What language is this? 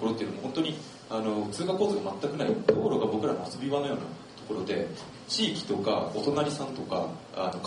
Japanese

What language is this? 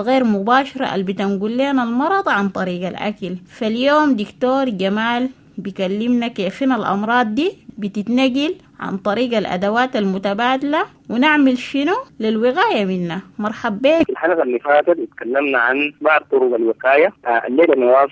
Sudanese Arabic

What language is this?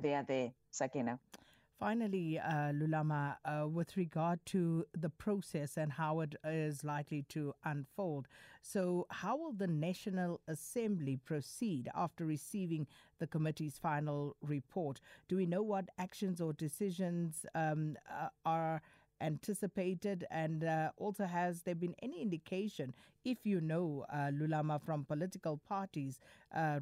English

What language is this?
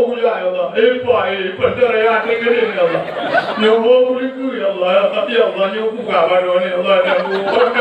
Achinese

